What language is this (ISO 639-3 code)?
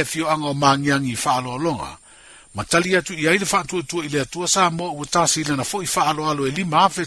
smo